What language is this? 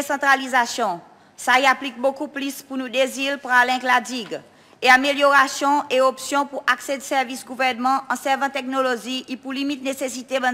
Seselwa Creole French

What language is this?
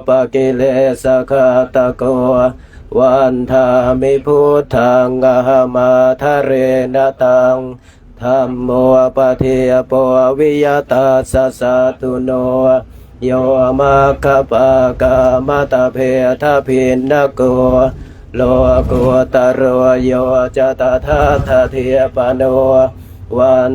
Pali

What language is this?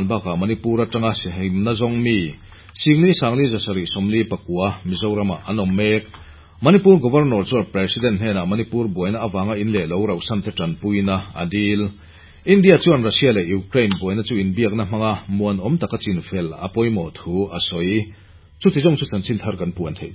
Mizo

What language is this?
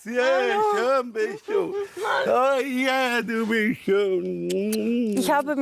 Swiss German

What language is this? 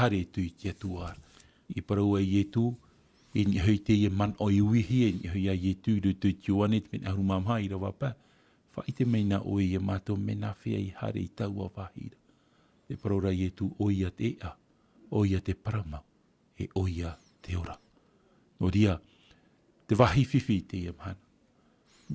Tahitian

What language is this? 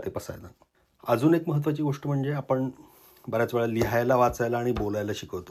Marathi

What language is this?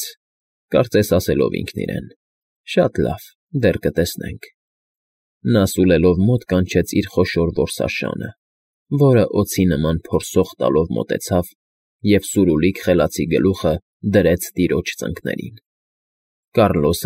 Armenian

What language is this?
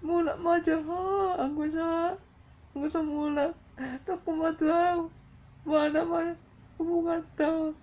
Batak Toba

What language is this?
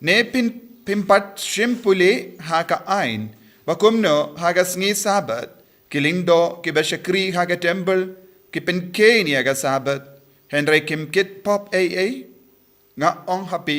Khasi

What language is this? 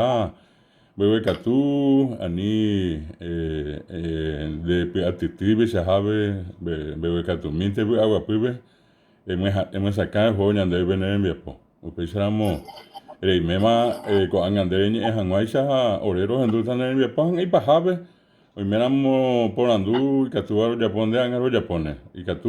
Guarani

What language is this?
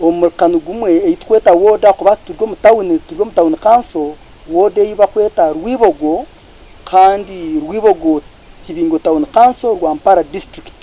Nyankole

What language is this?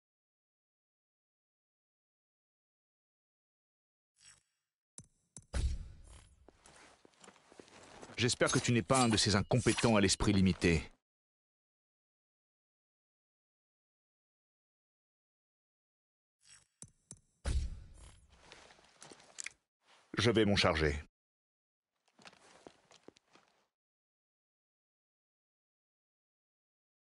French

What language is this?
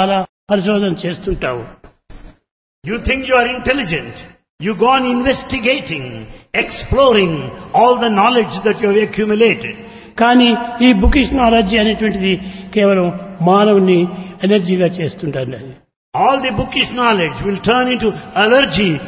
Telugu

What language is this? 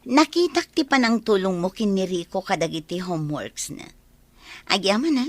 Iloko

